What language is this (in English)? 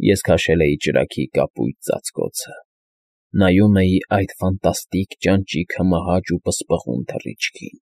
Armenian